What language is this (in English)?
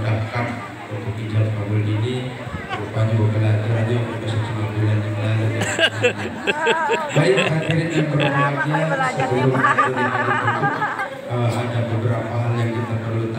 Indonesian